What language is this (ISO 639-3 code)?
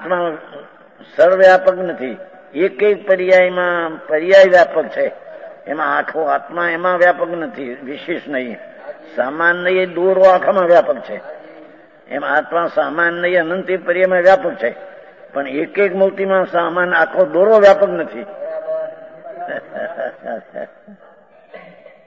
guj